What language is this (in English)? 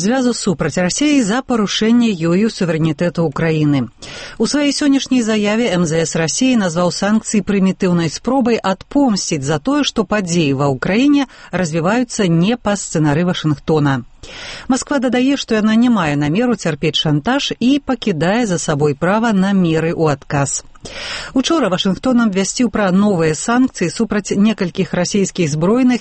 Belarusian